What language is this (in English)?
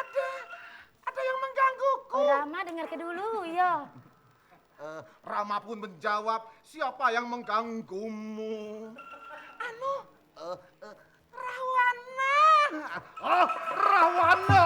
Musi